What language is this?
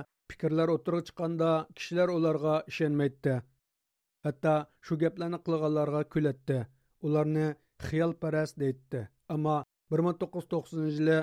Uyghur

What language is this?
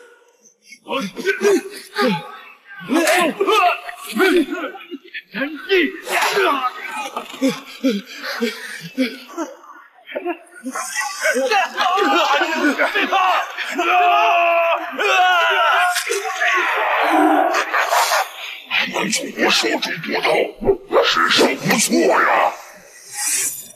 Chinese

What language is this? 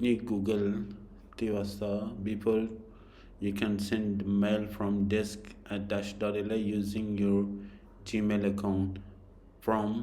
Baluchi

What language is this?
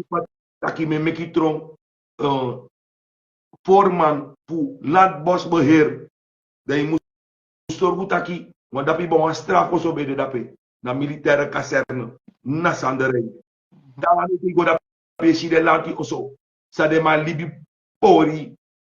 Sranan Tongo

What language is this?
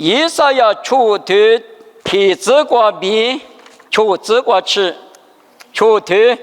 Lisu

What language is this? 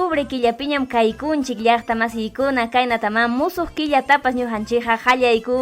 Ayacucho Quechua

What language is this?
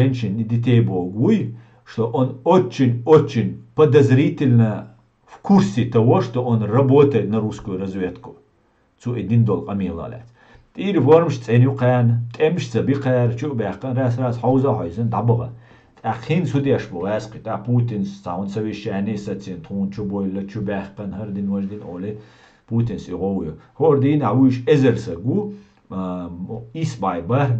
Chechen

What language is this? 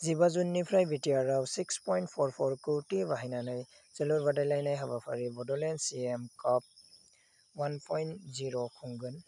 Bodo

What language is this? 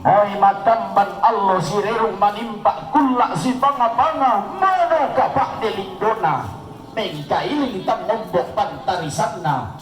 Toraja-Sa'dan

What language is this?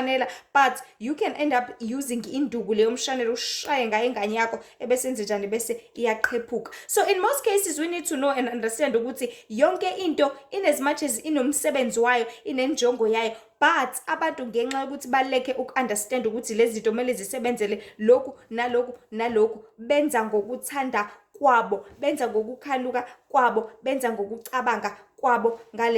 Zulu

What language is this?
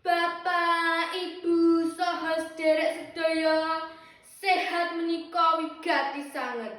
Javanese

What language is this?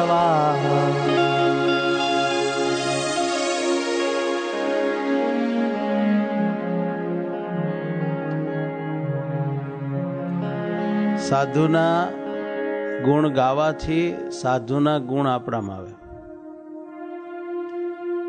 Gujarati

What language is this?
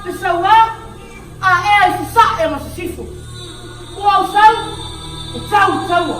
Samoan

